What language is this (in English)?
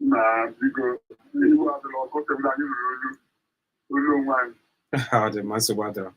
Igbo